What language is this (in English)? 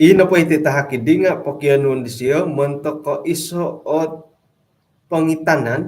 Central Dusun